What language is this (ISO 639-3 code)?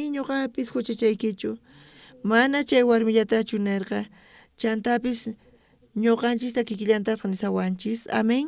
quh